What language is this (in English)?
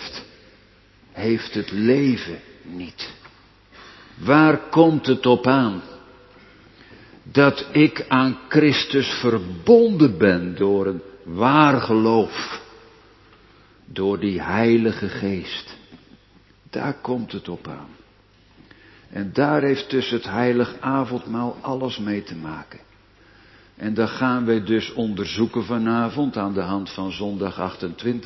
Dutch